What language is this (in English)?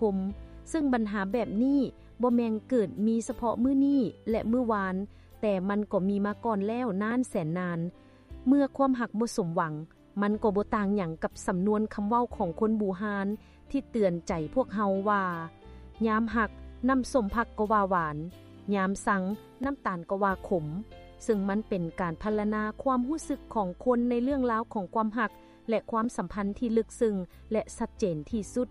Lao